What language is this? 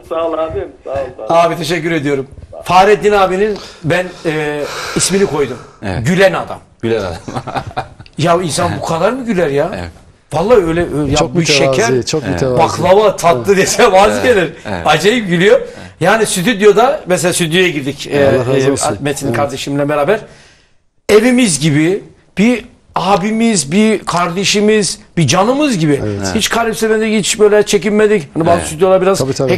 Turkish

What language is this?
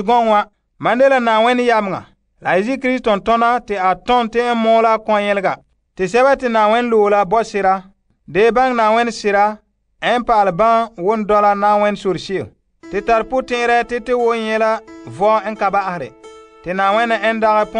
Frafra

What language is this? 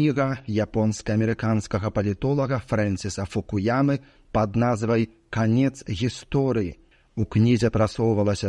Belarusian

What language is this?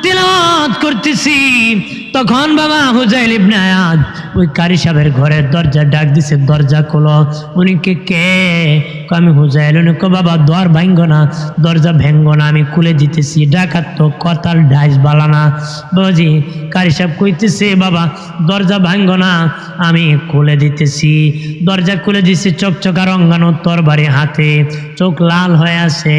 Sylheti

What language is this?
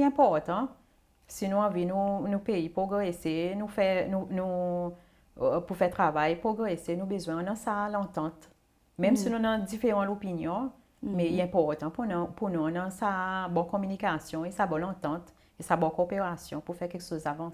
Seselwa Creole French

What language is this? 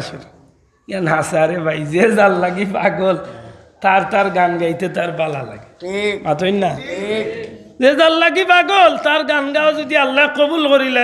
Sylheti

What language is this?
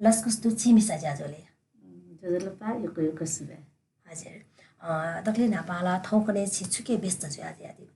Newari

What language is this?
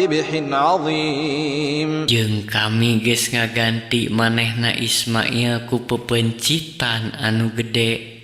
Sundanese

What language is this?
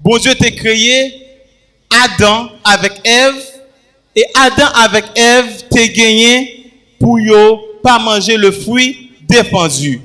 Haitian Creole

